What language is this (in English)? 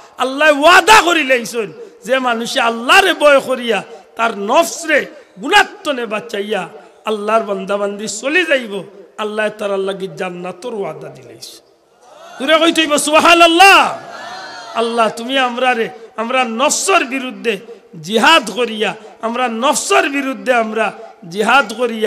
Sylheti